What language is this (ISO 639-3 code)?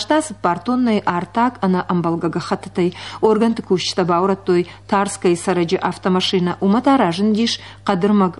oss